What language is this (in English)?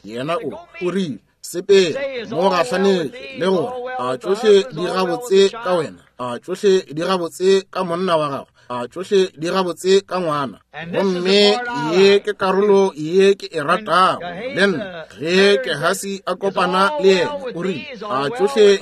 Northern Sotho